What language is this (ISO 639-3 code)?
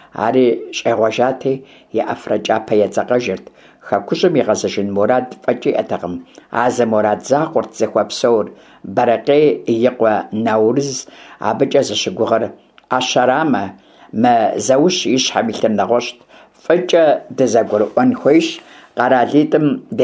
kbd